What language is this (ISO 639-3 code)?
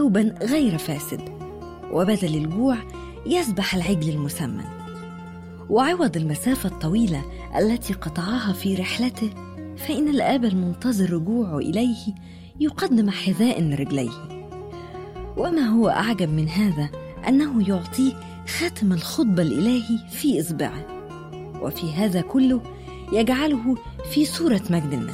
ara